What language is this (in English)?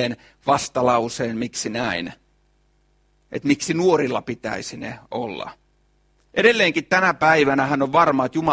Finnish